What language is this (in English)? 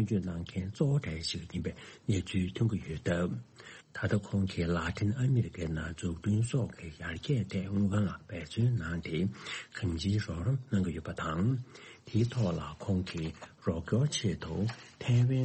Tibetan